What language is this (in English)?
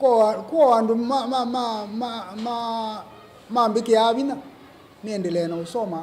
Kamba